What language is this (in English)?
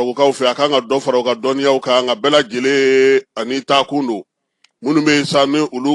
Bambara